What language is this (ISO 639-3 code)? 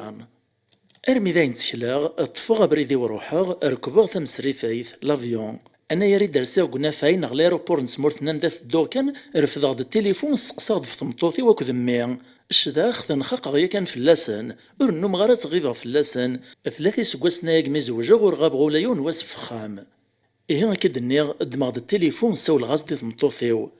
kab